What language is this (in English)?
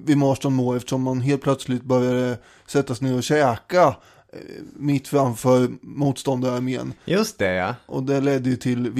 Swedish